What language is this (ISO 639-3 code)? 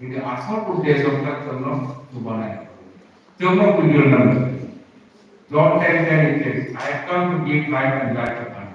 trp